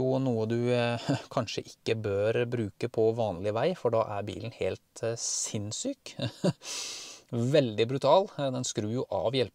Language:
Norwegian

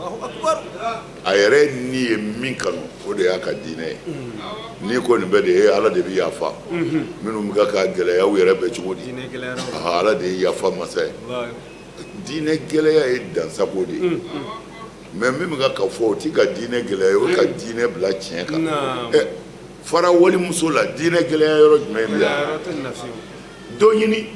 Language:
Bambara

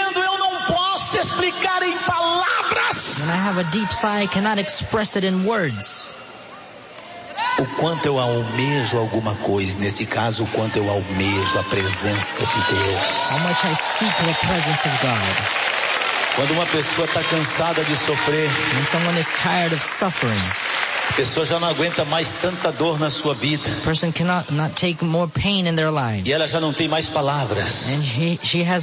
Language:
Portuguese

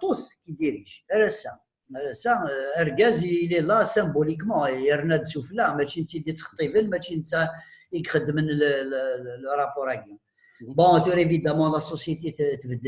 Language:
Kabyle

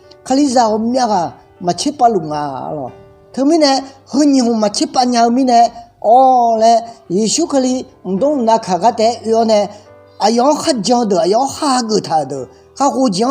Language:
Akha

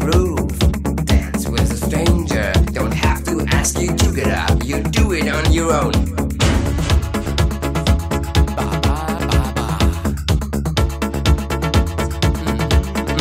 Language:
English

